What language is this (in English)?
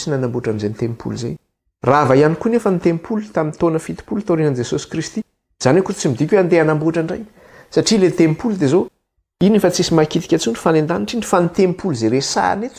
Malagasy